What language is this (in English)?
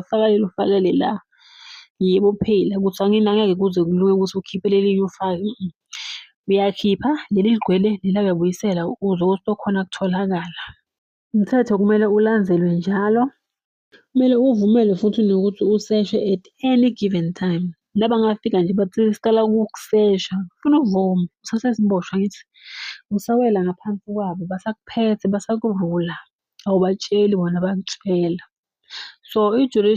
Zulu